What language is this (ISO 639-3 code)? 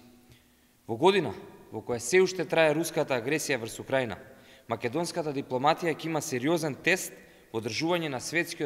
mkd